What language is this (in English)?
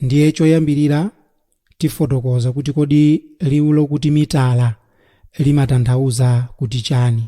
Nyanja